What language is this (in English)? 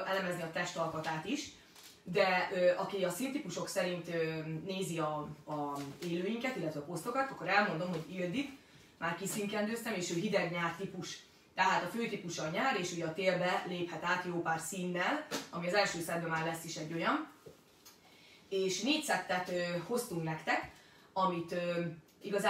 Hungarian